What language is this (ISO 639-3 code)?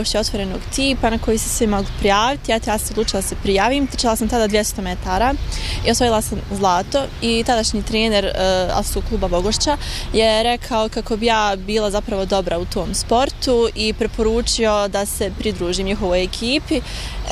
bos